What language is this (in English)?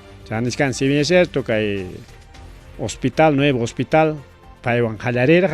Ayacucho Quechua